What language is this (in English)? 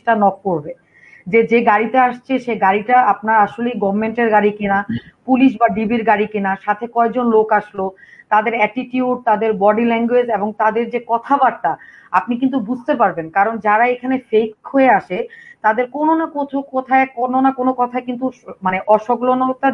Bangla